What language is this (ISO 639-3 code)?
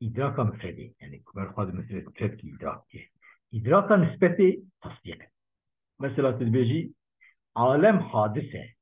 kur